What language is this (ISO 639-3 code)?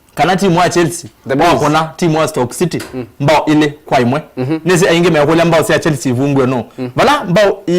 kam